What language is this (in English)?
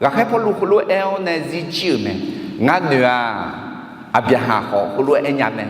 Akha